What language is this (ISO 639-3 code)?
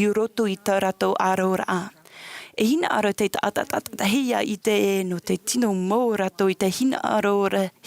tah